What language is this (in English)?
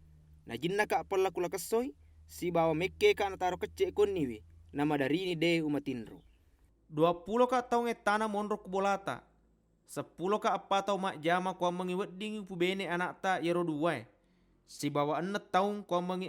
Buginese